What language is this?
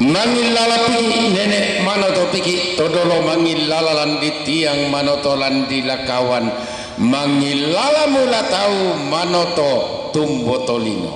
Toraja-Sa'dan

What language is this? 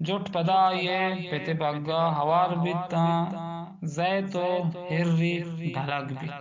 Eastern Balochi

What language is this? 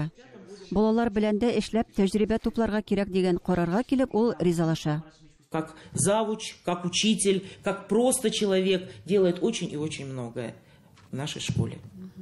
Tatar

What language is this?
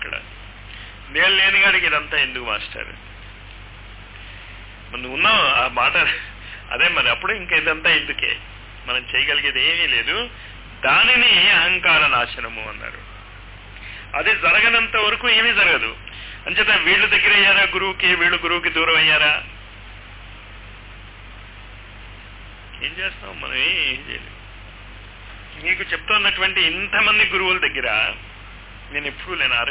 Telugu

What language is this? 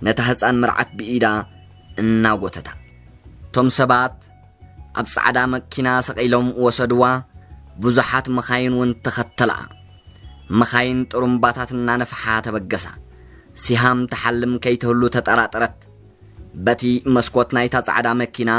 Tigrinya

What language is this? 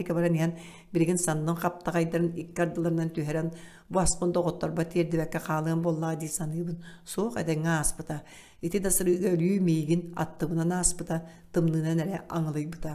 Yakut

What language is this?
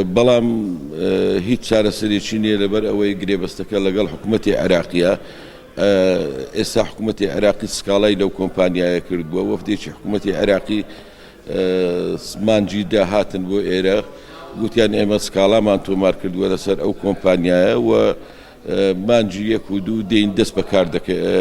Central Kurdish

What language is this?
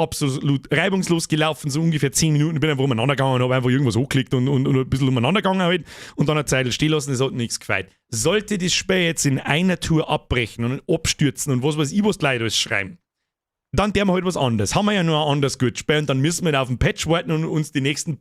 Bavarian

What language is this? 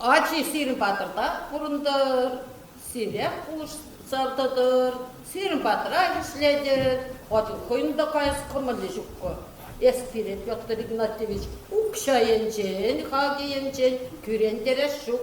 Chuvash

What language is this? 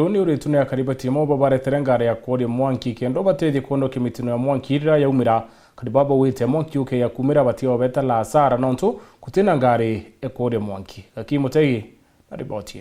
Meru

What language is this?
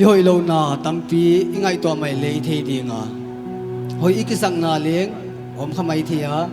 Paite Chin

